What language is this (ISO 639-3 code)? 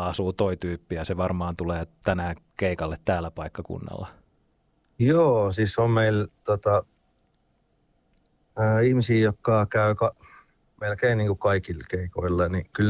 fin